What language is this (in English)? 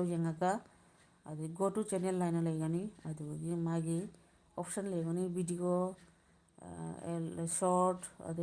Manipuri